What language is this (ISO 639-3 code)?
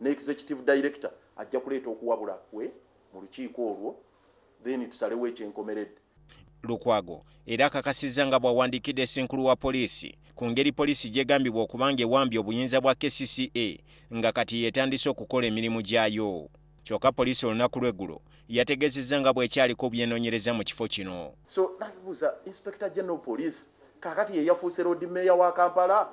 lug